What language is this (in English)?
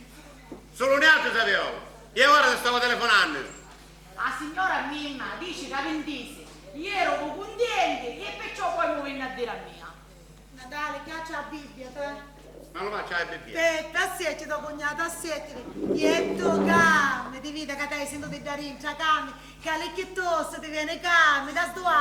Sicilian